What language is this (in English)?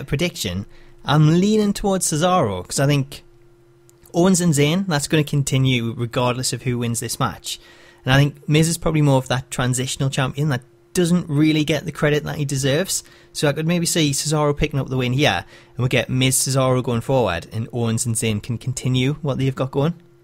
English